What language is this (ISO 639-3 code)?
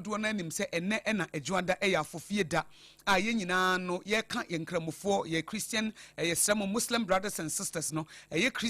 aka